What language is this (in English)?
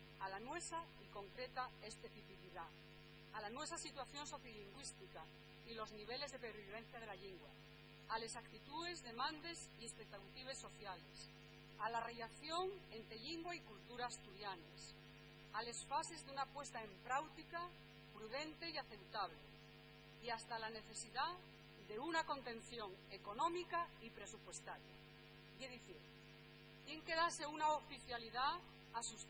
Asturian